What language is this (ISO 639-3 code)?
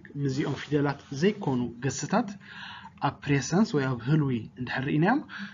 tir